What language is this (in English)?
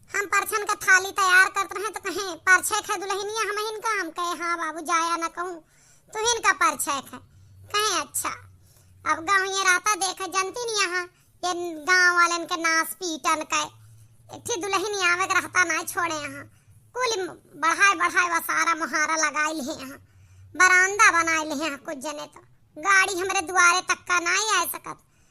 Awadhi